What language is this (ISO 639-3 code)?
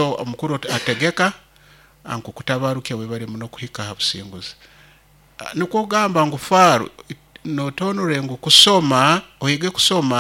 nyo